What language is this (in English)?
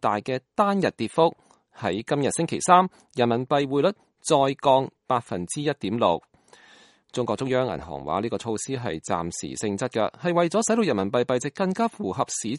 Cantonese